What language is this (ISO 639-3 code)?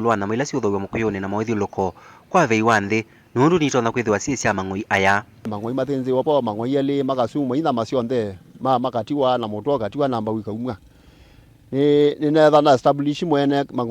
kam